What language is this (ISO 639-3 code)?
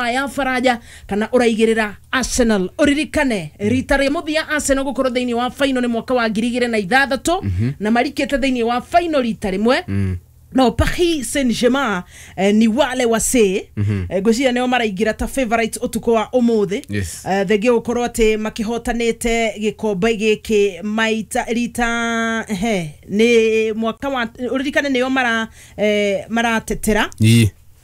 kik